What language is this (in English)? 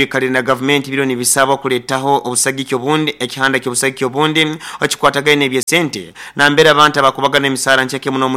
Nyoro